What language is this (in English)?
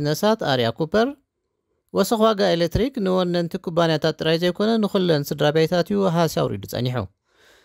Tigrinya